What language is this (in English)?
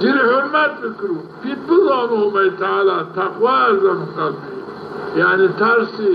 Zaza